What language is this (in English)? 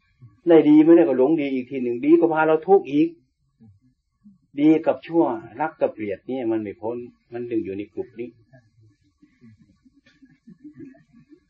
Thai